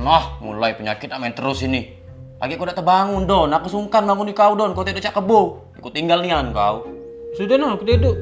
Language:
Musi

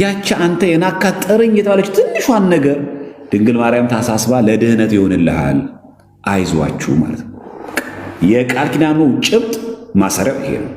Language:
Amharic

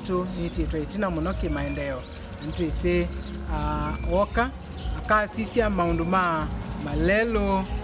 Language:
Kamba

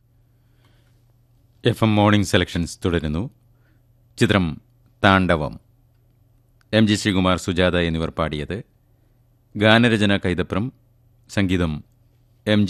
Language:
Malayalam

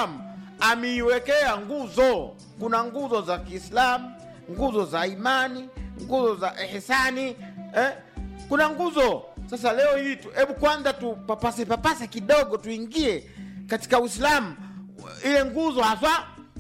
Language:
Swahili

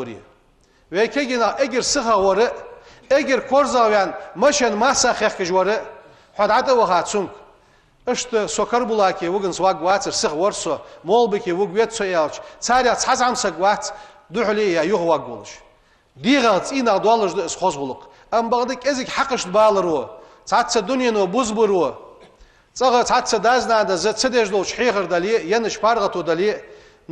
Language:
Ingush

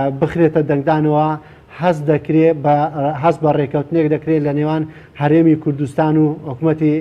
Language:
Central Kurdish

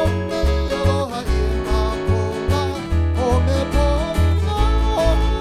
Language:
Hawaiian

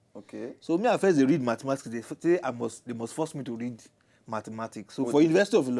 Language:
Nigerian Pidgin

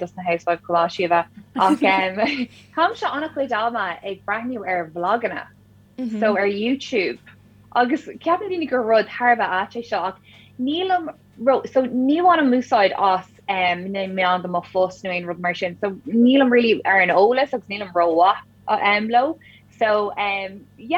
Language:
Irish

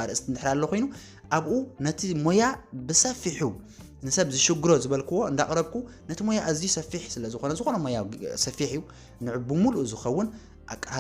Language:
Tigrinya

